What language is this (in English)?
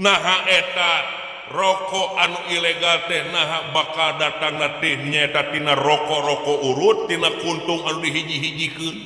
Sundanese